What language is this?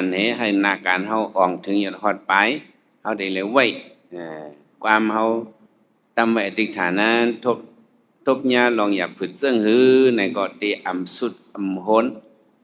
Shan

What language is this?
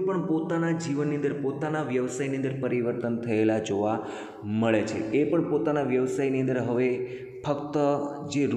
Gujarati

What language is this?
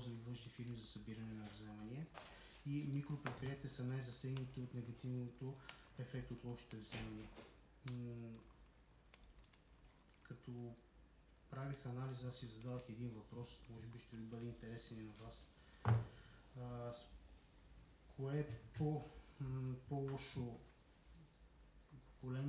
Bulgarian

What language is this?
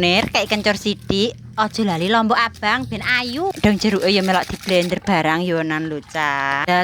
Javanese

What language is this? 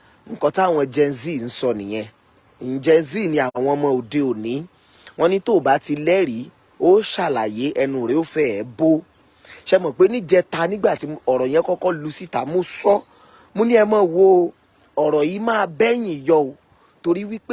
Yoruba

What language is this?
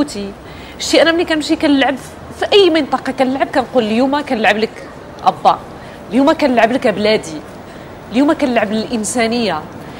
Moroccan Arabic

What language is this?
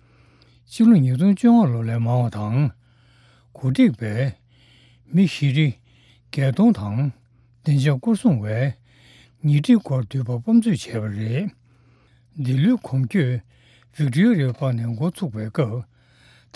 Tibetan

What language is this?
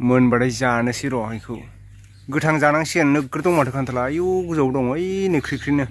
Bodo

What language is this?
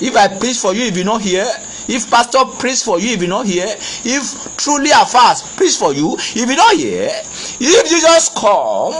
Yoruba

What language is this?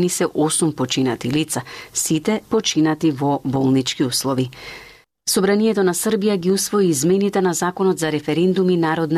Macedonian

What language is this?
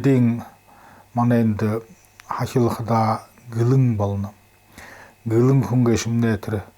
Buriat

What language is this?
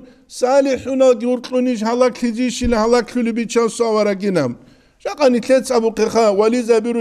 Avaric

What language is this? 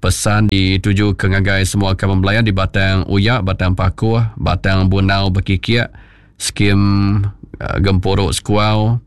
Iban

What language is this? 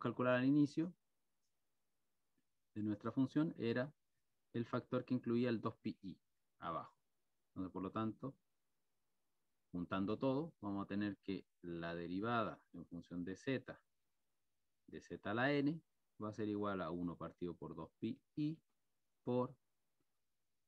Spanish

